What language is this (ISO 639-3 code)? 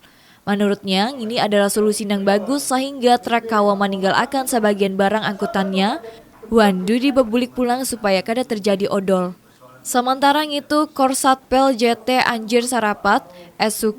bjn